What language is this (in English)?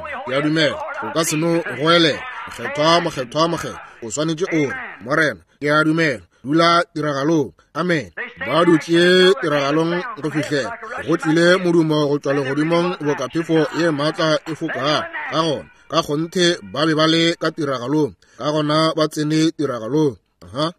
Northern Sotho